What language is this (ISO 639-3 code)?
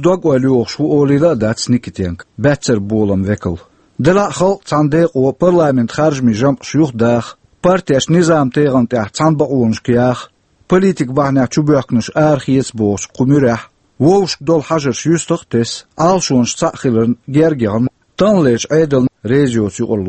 che